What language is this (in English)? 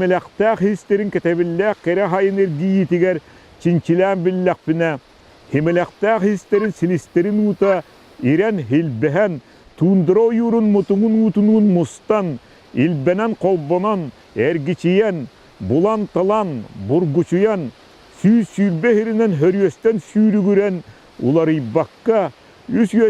Yakut